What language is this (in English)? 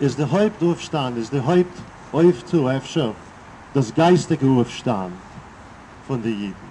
Yiddish